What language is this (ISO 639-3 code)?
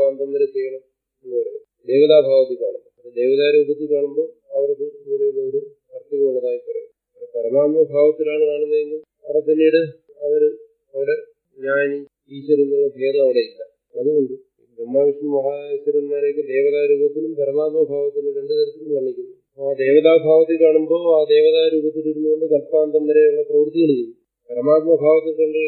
mal